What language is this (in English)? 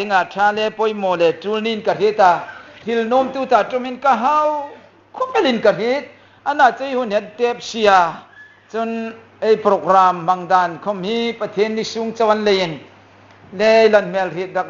Hmar